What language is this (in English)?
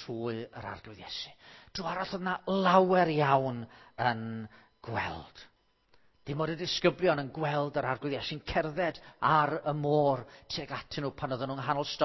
Welsh